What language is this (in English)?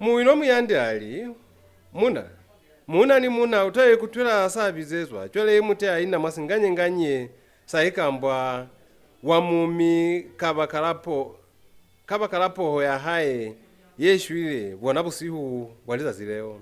Lozi